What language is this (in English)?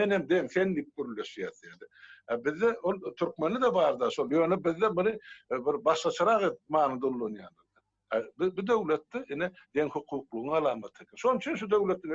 Turkmen